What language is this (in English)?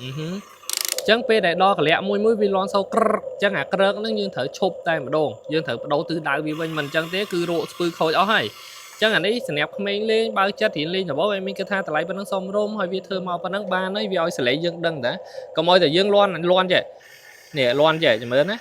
Khmer